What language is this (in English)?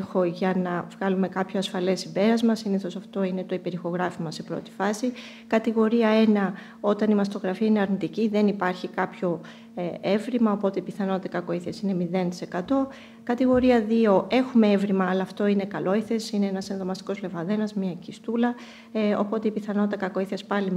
Greek